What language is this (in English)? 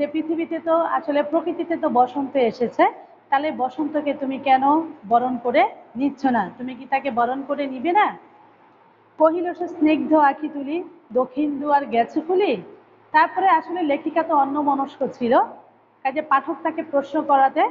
Bangla